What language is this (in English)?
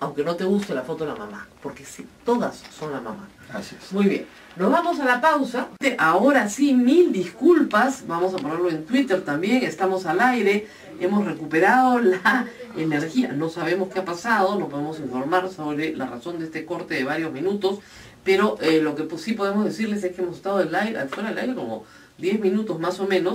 Spanish